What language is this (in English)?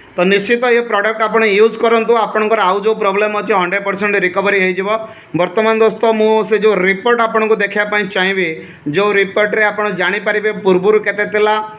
Odia